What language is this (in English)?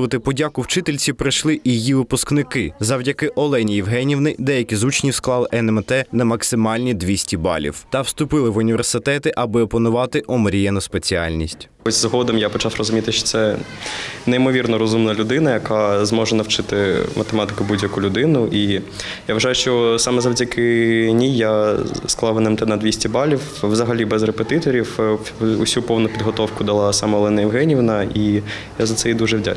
Ukrainian